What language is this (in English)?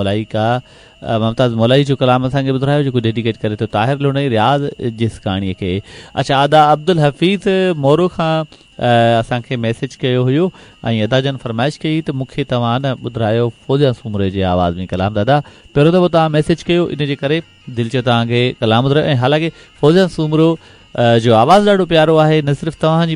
Sindhi